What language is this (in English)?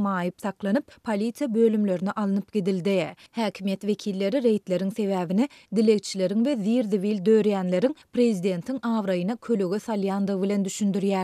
Turkmen